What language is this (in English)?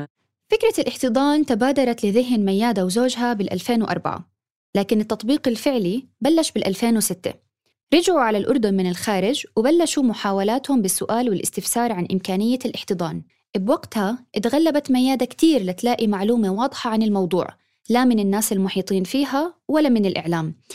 North Levantine Arabic